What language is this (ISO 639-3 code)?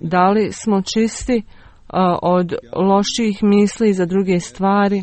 bos